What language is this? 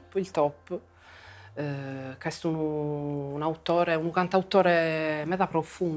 Sardinian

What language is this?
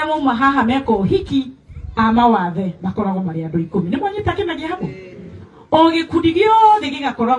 Kikuyu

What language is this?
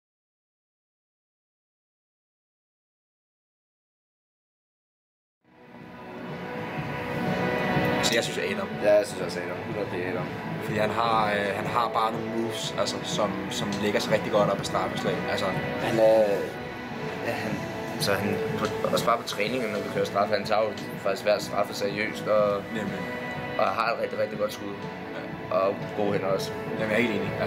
Danish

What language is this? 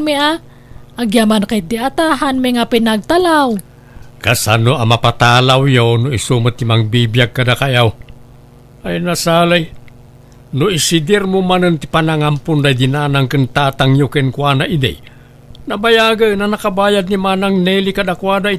Iloko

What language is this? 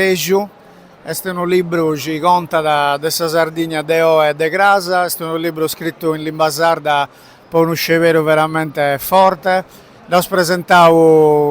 Sardinian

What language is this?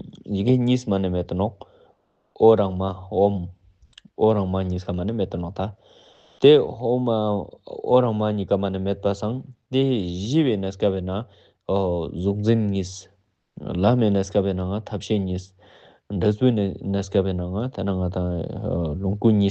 Ladakhi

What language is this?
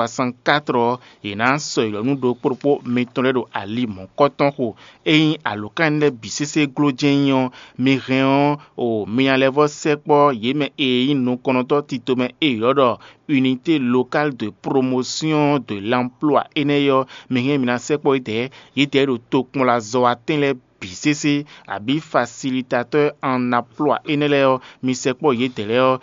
Fon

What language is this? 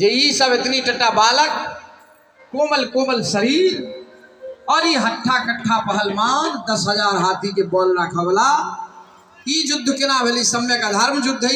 Maithili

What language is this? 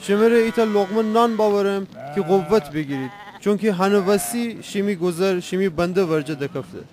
Gilaki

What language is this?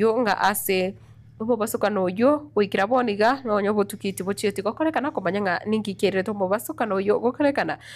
Gusii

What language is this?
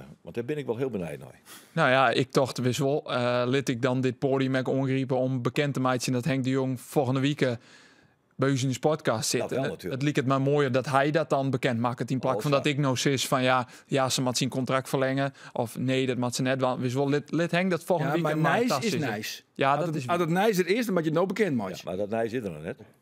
Western Frisian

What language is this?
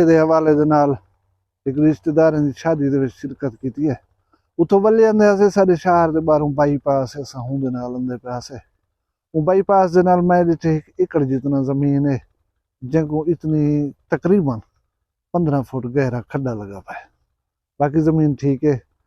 Saraiki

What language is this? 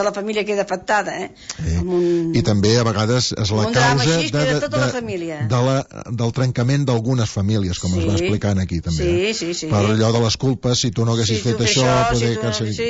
Catalan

